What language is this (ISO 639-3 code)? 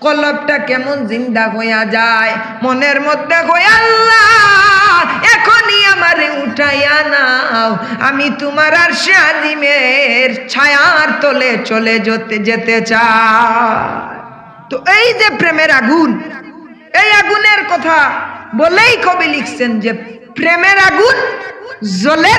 syl